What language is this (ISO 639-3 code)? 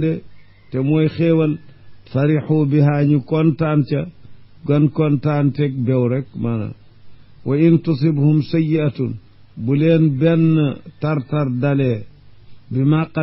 wol